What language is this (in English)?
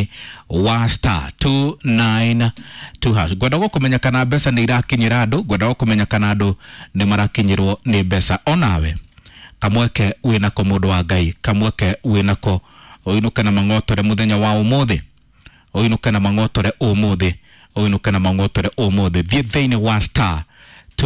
Kikuyu